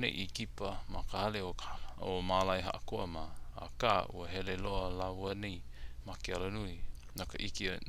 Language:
Hawaiian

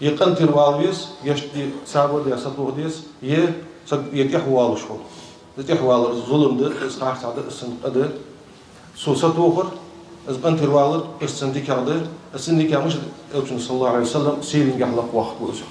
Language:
Ingush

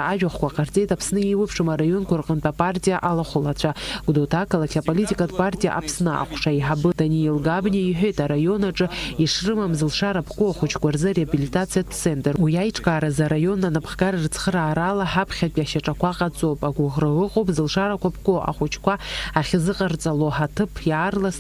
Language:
Abkhazian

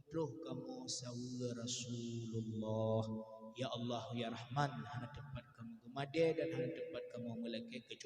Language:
Achinese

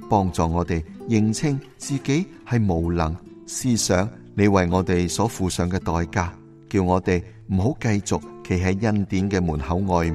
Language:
Cantonese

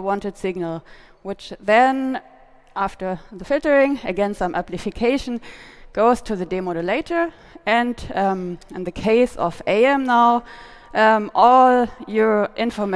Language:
English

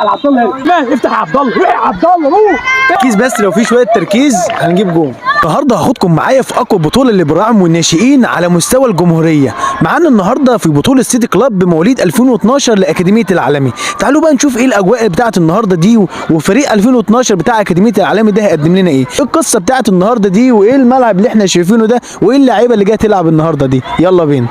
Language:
Egyptian Arabic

